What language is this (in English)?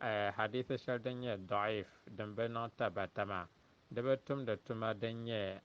Dagbani